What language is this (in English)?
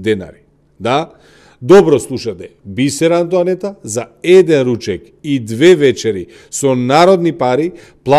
Macedonian